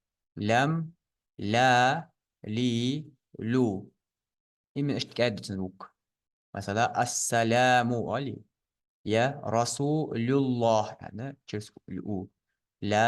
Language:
Ingush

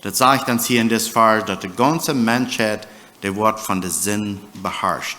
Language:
Plautdietsch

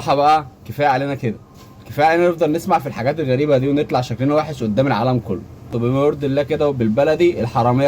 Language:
Egyptian Arabic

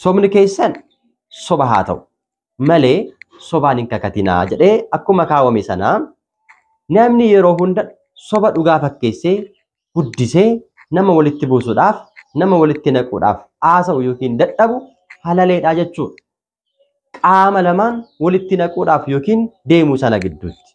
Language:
Oromo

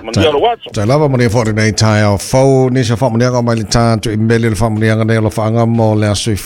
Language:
Samoan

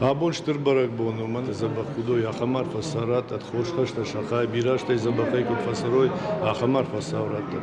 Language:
Ossetic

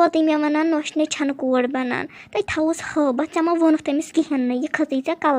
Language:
Kashmiri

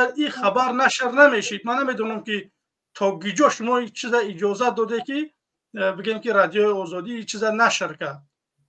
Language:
Tajik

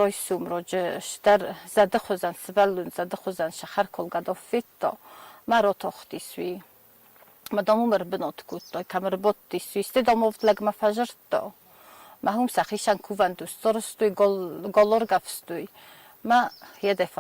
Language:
Ossetic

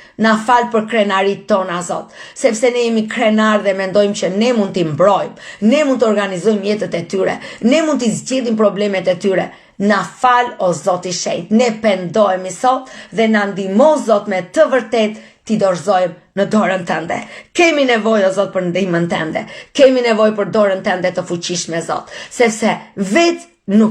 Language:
Albanian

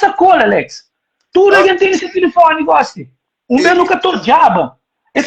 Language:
Kabuverdianu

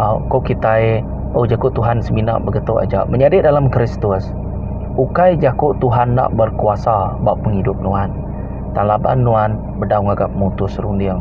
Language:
Iban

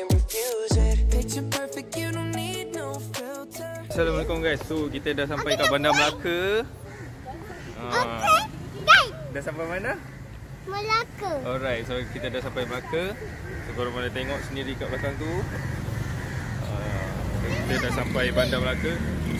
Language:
Malay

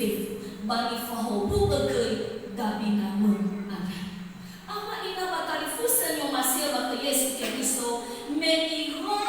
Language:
Nias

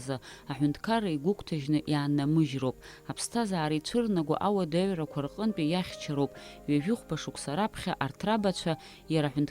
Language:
Abkhazian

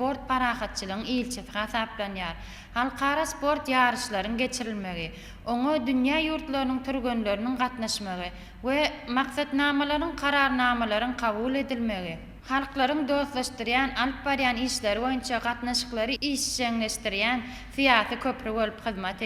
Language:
Turkmen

